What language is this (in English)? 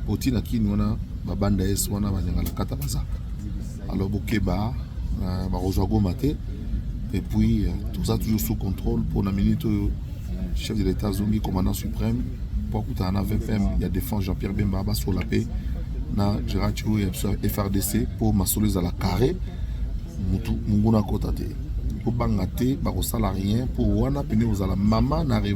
Lingala